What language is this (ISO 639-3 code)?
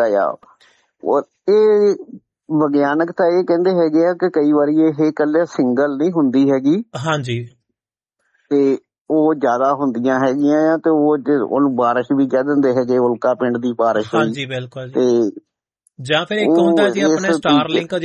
pan